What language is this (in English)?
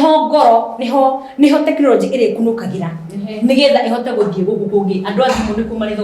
Kikuyu